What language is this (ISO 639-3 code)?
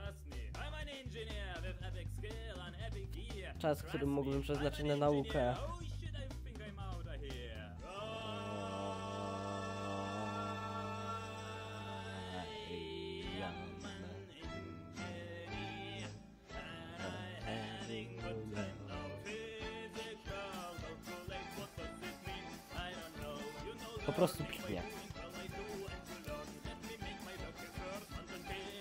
pol